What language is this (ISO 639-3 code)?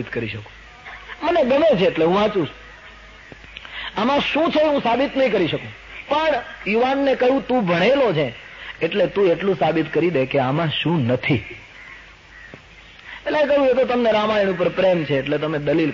guj